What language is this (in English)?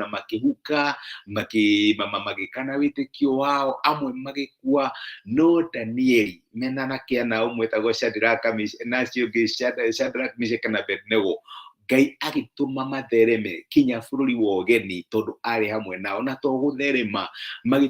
Kikuyu